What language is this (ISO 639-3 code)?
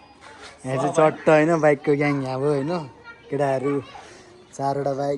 nep